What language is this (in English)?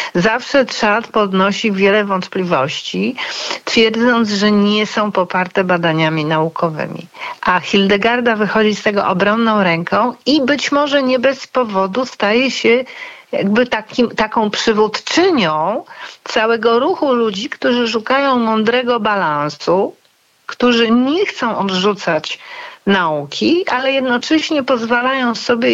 Polish